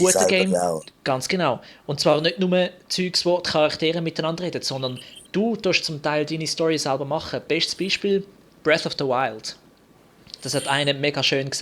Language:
Swiss German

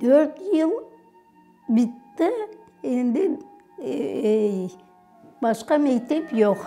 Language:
Crimean Tatar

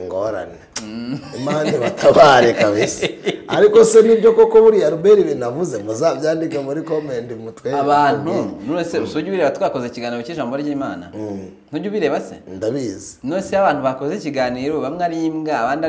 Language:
Kinyarwanda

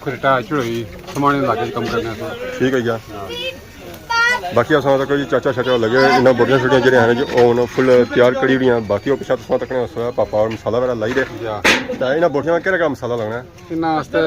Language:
Pahari-Potwari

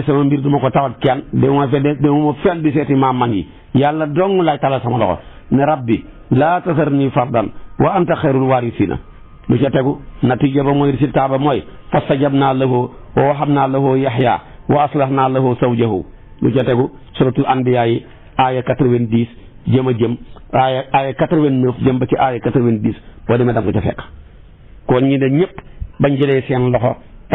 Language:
Wolof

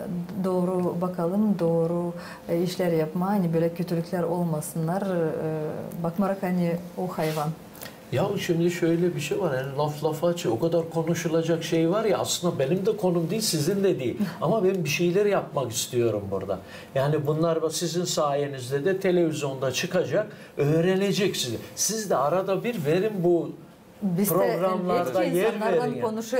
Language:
Gagauz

